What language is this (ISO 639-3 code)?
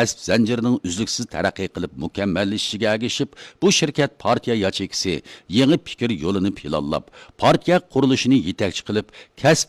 uig